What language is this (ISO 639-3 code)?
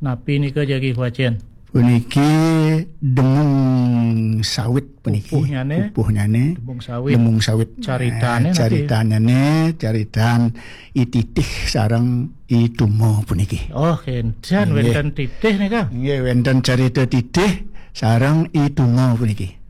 ban